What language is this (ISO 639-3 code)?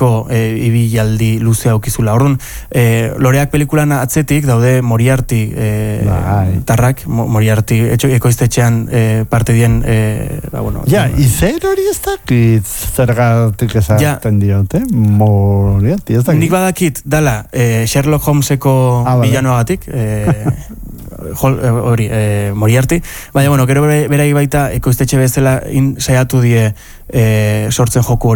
eus